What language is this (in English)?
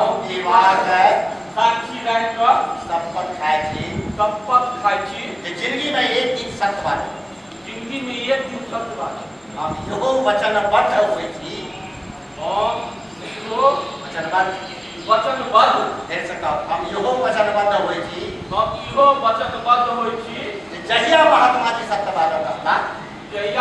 Maithili